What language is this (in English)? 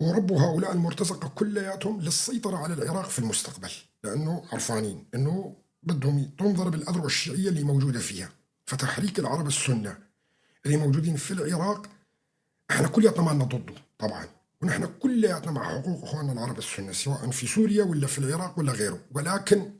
North Levantine Arabic